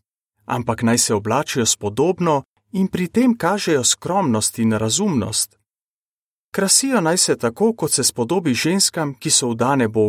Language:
Slovenian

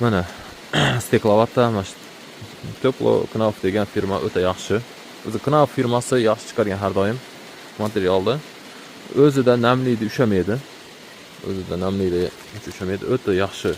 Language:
Uzbek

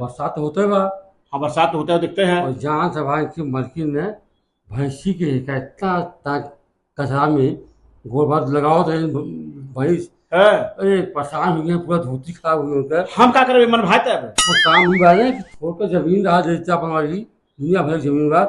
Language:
Awadhi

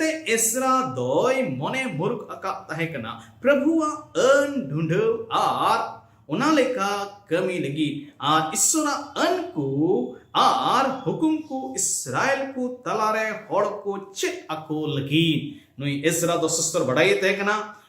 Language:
Santali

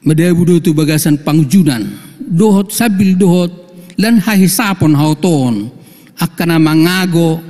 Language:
Batak Toba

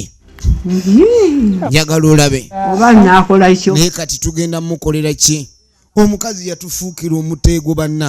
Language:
Ganda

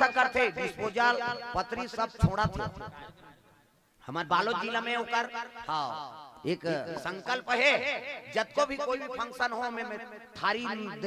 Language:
Chhattisgarhi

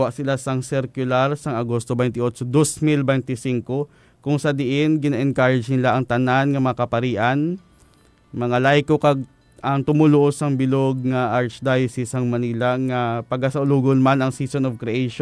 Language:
Hiligaynon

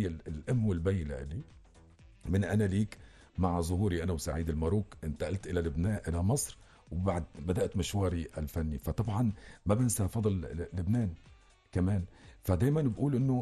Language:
North Levantine Arabic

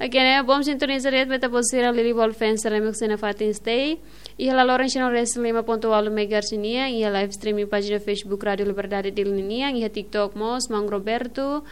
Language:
Tetum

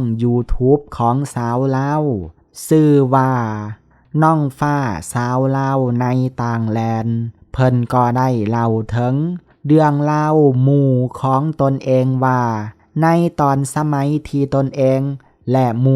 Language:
Lao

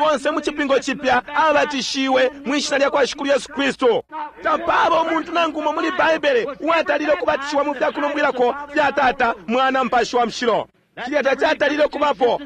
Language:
Bemba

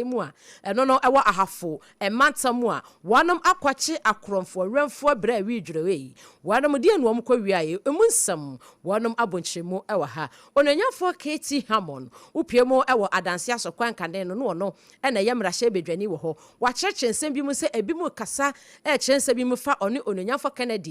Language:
Akan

